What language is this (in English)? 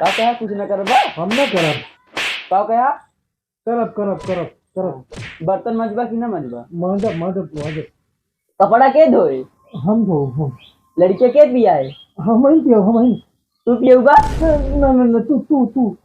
Awadhi